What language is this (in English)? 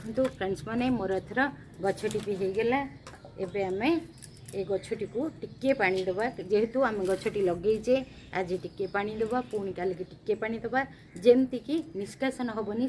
Odia